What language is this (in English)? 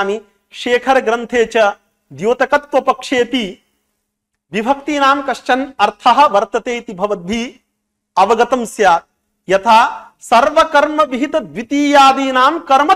Sanskrit